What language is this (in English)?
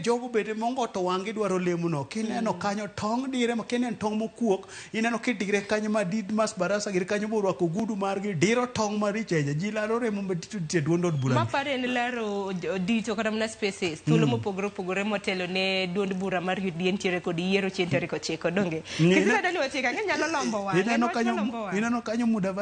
Luo (Kenya and Tanzania)